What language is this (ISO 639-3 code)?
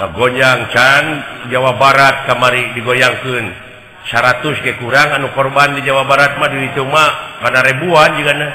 sun